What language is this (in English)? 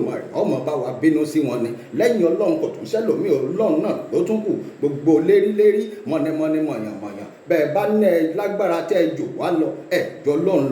Yoruba